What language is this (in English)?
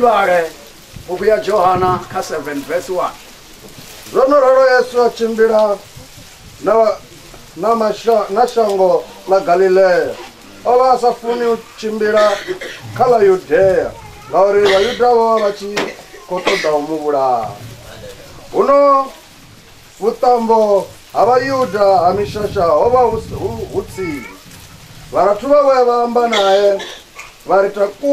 Venda